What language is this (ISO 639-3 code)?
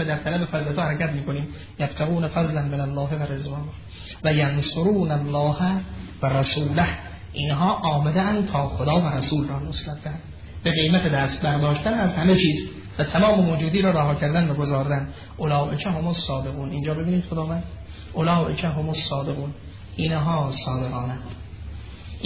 fas